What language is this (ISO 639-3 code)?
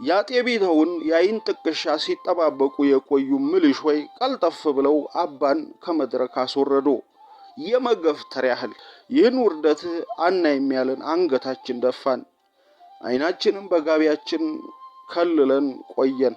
amh